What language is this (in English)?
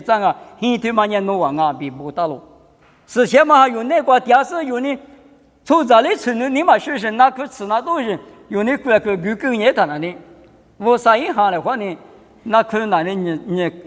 Lisu